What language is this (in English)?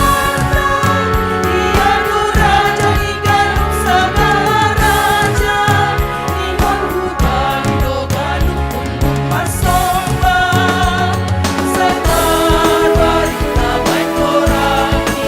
Batak Simalungun